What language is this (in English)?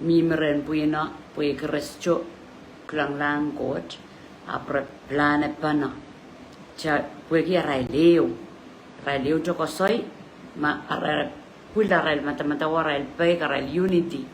Pohnpeian